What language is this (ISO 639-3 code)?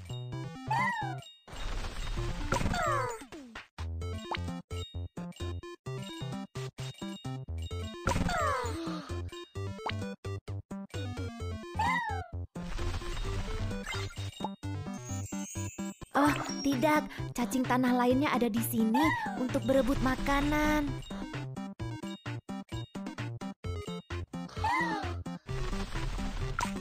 ind